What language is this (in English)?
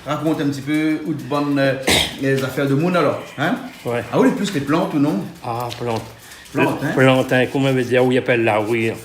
Réunion Creole French